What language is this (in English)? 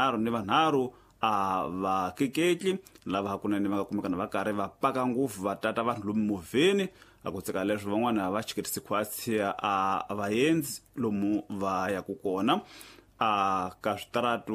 Tsonga